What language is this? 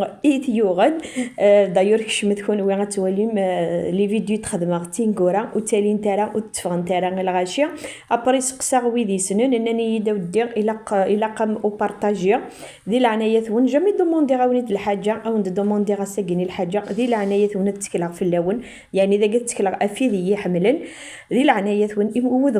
Kabyle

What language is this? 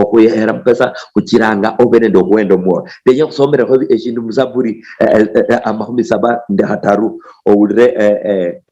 Luyia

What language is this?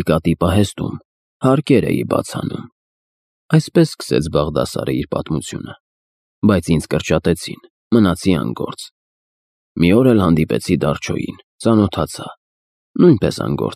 Armenian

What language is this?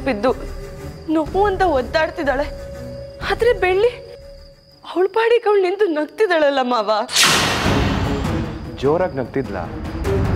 Kannada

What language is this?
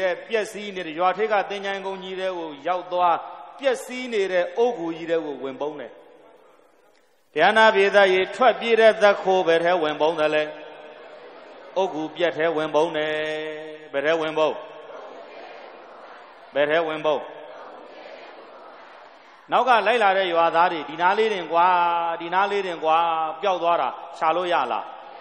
Burmese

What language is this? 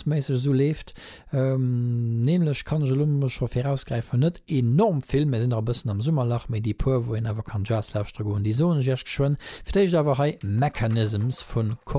Luxembourgish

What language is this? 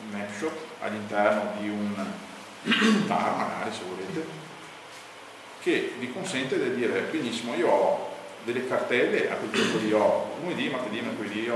Italian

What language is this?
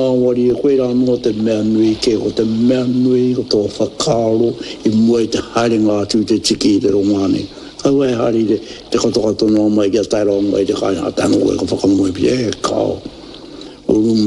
Māori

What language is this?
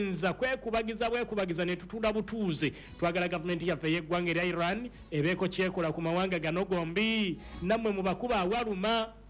Ganda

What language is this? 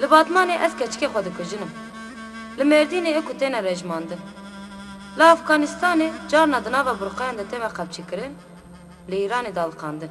Kurdish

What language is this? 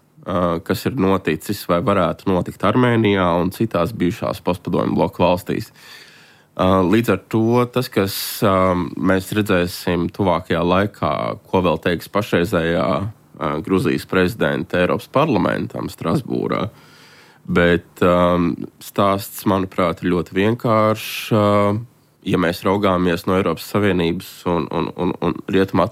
Latvian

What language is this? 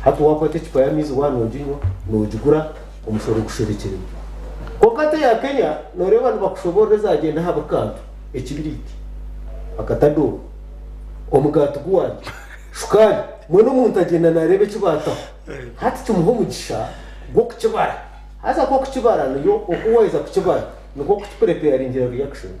Nyankole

